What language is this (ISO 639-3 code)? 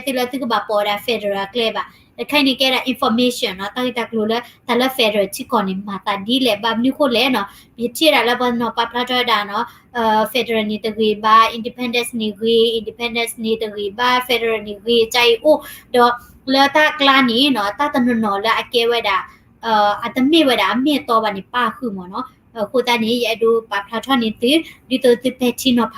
ksw